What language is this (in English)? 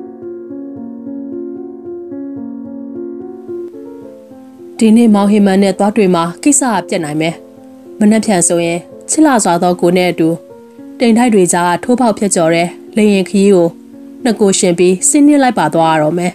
Burmese